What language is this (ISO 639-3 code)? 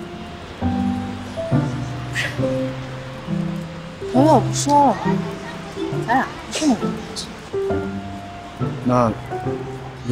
zho